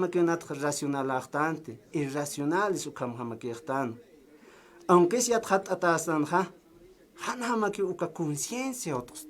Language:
Aymara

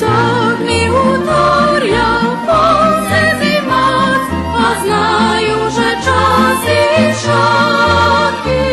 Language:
Rusyn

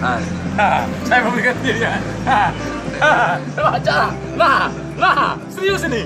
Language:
Musi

